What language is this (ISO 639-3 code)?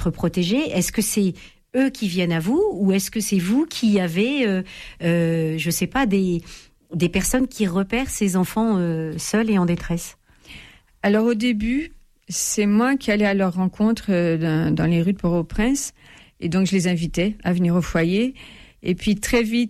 fra